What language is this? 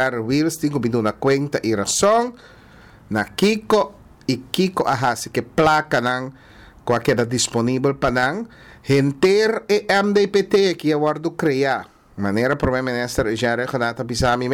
Papiamento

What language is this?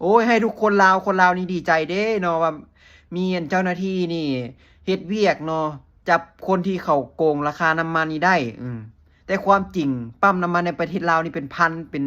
Lao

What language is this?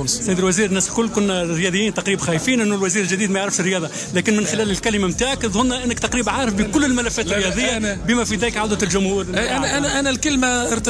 Tunisian Arabic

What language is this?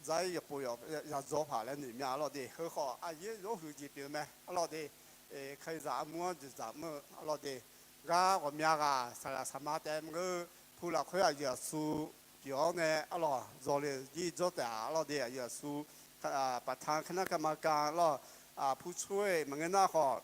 Akha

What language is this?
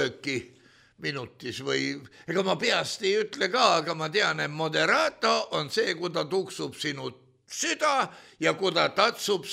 Estonian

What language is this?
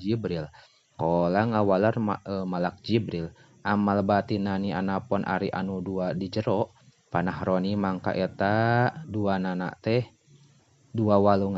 Sundanese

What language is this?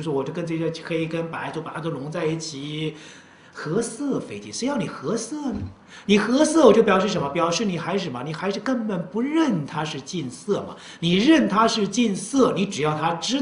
Chinese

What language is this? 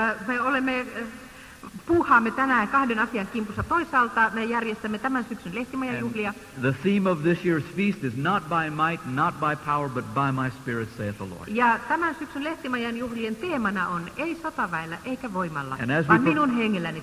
Finnish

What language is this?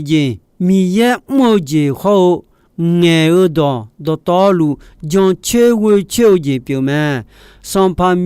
Akha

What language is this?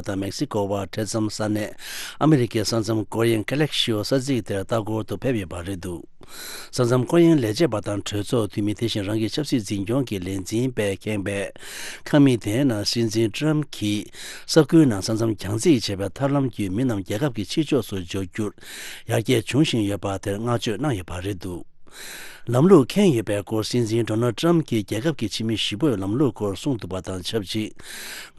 Tibetan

